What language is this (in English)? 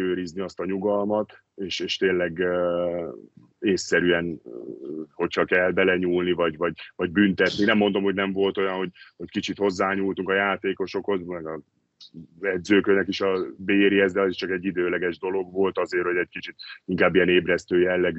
Hungarian